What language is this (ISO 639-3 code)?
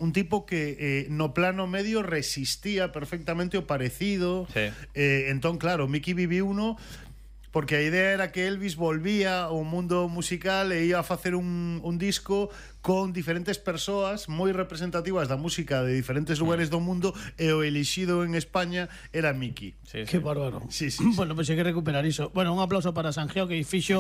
glg